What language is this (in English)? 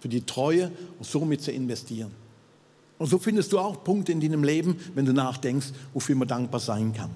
Swiss German